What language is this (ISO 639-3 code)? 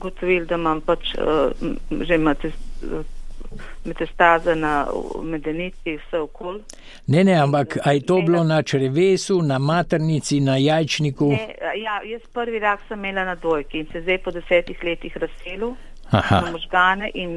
slv